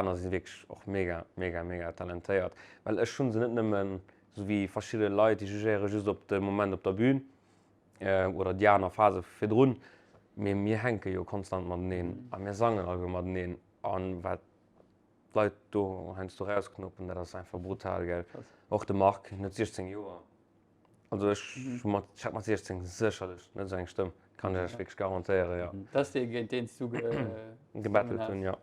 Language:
Luxembourgish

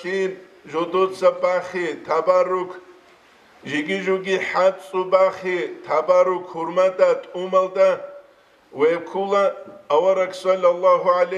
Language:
Avaric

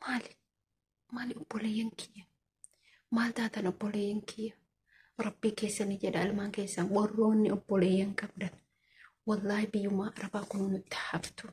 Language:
Oromo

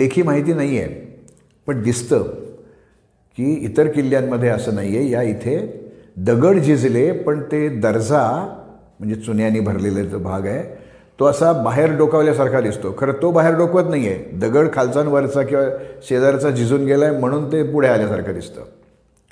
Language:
Marathi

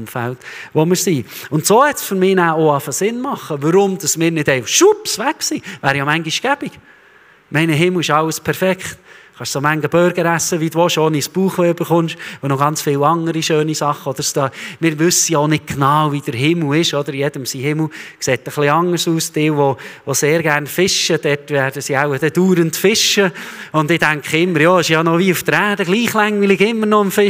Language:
Swiss German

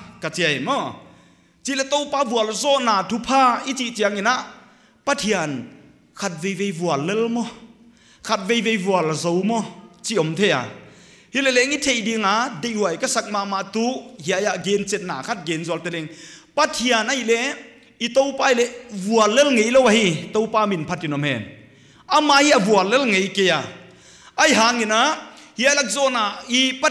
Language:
Paite Chin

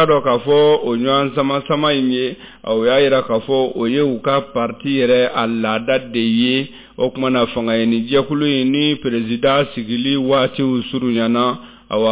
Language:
Bambara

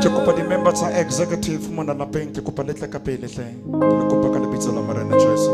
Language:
Southern Sotho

